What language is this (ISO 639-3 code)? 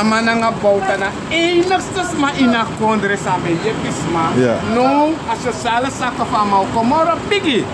srn